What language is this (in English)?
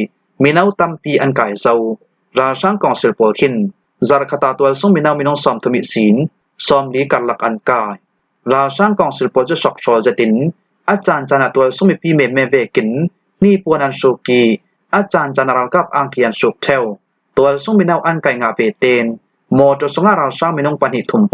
Falam Chin